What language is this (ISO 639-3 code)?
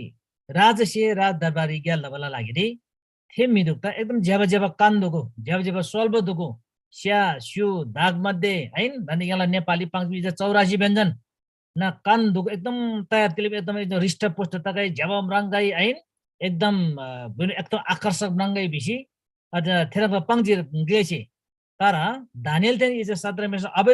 taj